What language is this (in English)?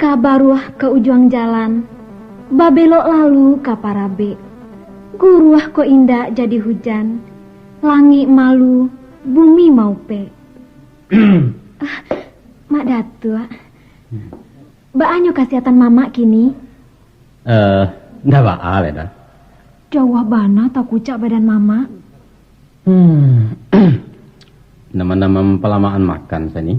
Minangkabau